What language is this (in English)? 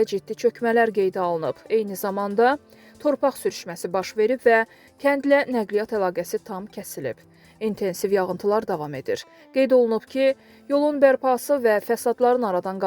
Azerbaijani